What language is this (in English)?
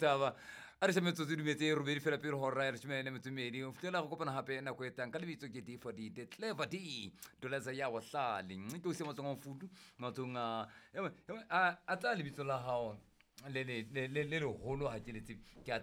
Southern Sotho